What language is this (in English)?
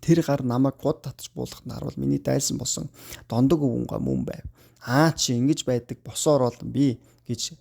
Mongolian